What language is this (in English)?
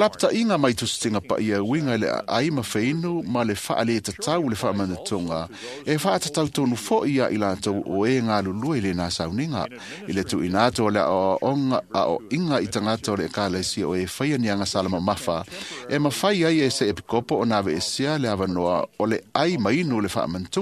Samoan